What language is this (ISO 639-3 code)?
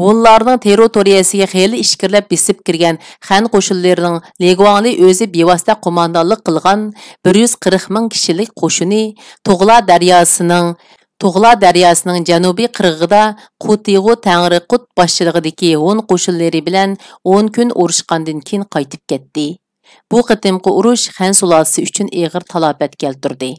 uig